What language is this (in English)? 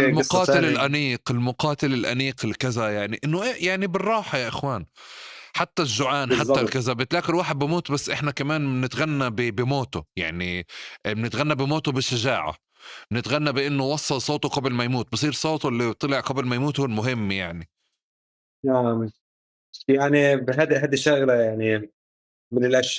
North Levantine Arabic